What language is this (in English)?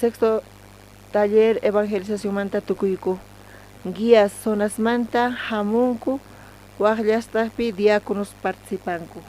South Bolivian Quechua